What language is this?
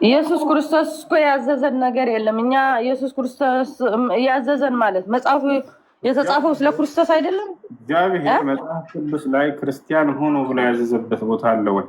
Amharic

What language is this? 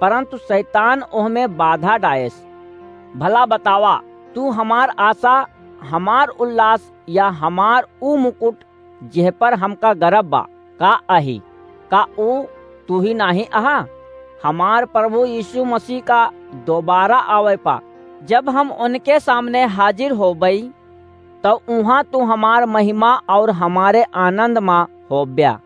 Awadhi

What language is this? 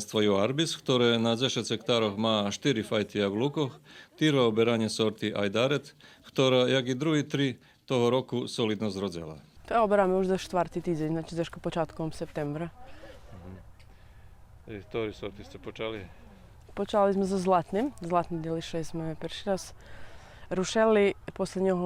Rusyn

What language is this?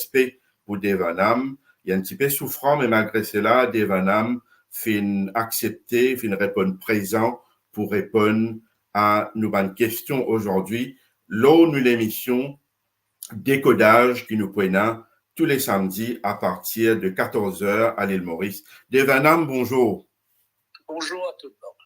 Morisyen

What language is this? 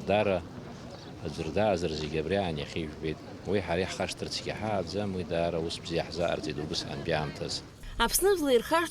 Abkhazian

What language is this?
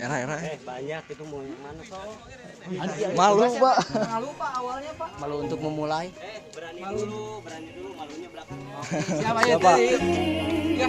Sundanese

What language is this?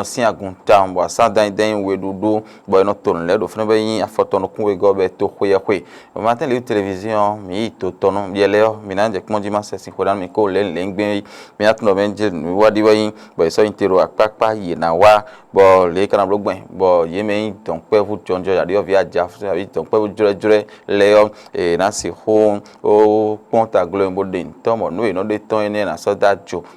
Fon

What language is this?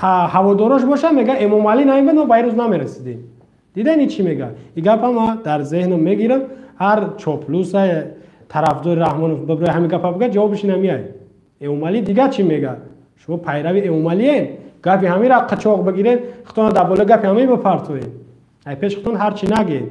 Tajik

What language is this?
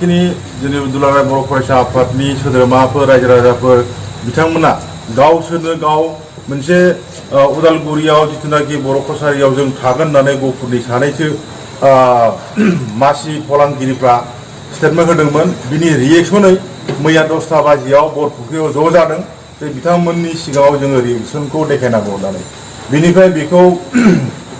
Bodo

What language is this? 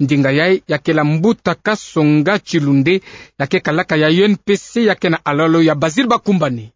Kituba (Democratic Republic of Congo)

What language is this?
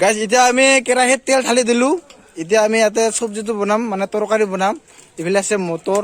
Assamese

